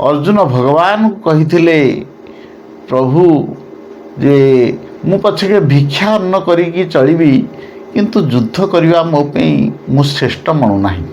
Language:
Odia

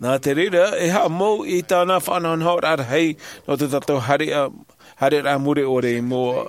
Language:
Tahitian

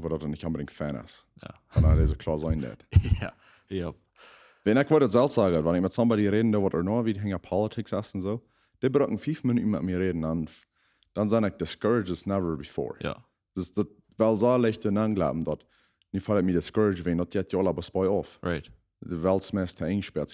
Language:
Plautdietsch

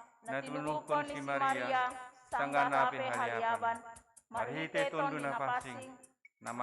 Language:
Batak Simalungun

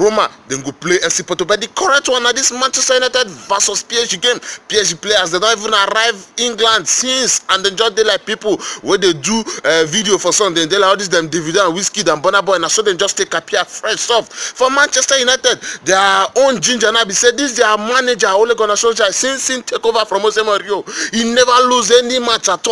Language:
Nigerian Pidgin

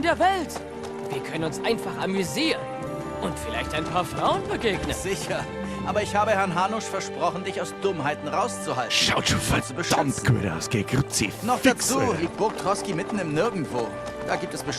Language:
Bavarian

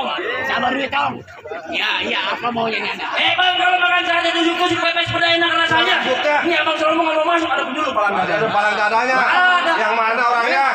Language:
Betawi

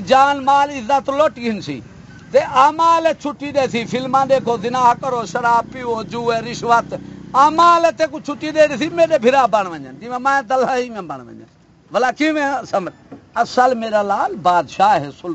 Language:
Saraiki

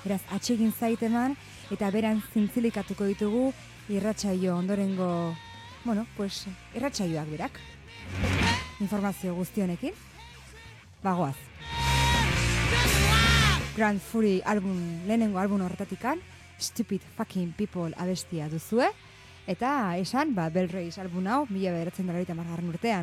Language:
Basque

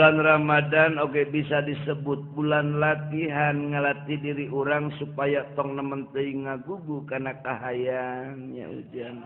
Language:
Sundanese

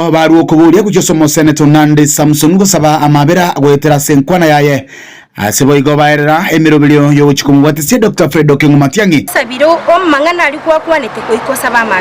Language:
Gusii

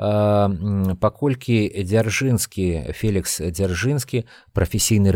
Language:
Belarusian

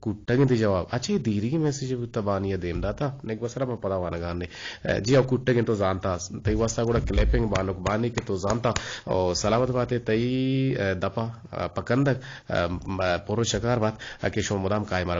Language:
Eastern Balochi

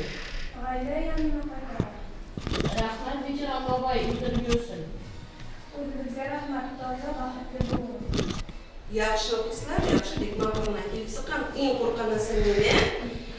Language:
Bashkir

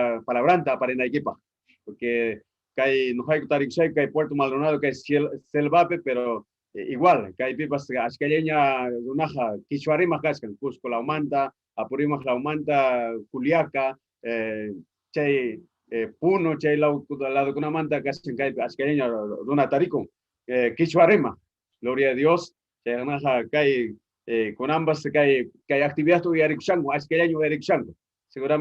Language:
Ayacucho Quechua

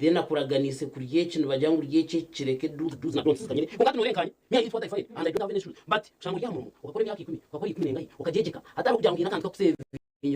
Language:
Nyankole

